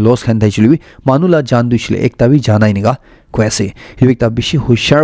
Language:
Naga Pidgin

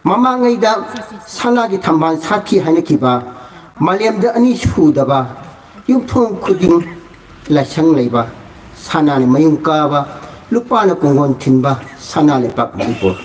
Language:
Manipuri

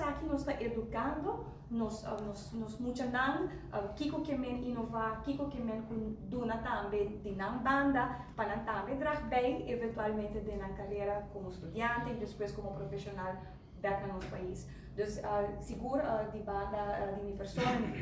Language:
Papiamento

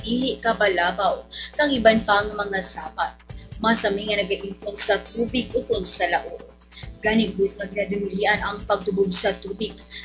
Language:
Hiligaynon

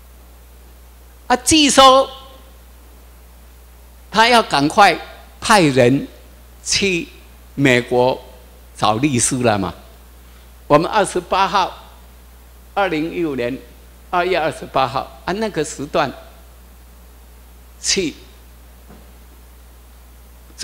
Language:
Chinese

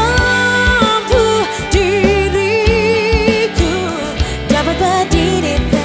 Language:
Nias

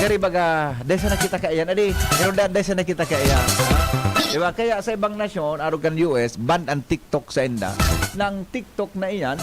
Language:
Bikol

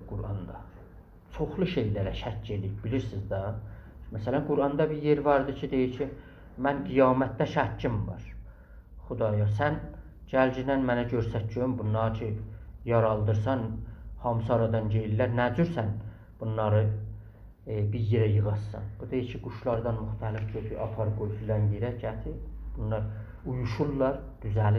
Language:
South Azerbaijani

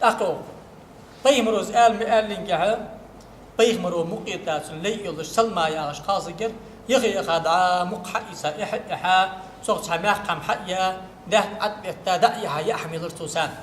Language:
Ingush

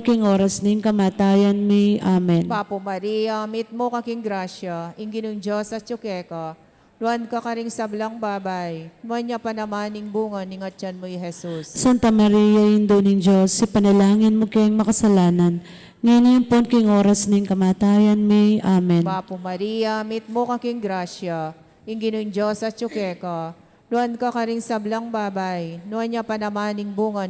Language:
Pampanga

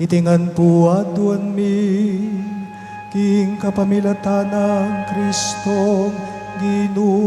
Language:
Pampanga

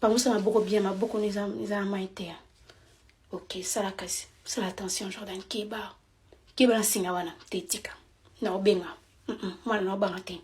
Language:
Lingala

